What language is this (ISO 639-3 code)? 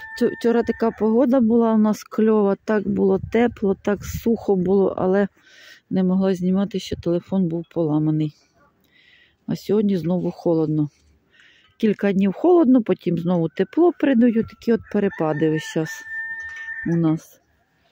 ukr